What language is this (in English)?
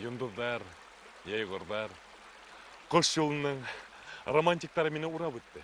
Bashkir